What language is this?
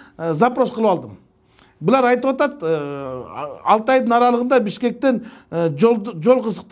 Kyrgyz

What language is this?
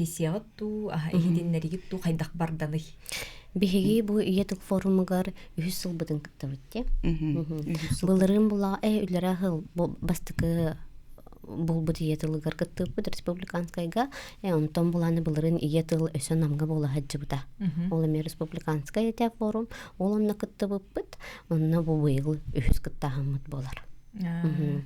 Yakut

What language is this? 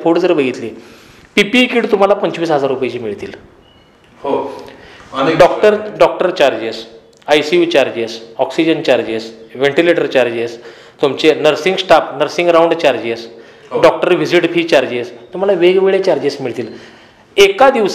Marathi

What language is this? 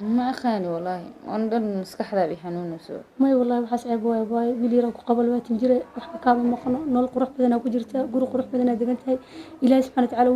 Somali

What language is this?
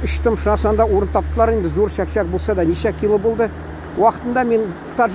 Tatar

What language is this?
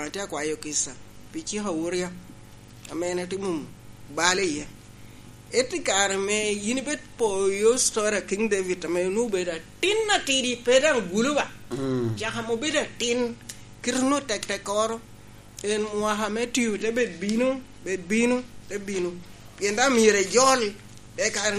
Lango (Uganda)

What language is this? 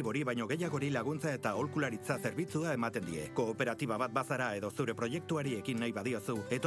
Basque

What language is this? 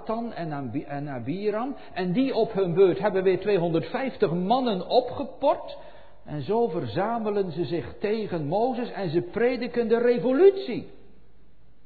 Dutch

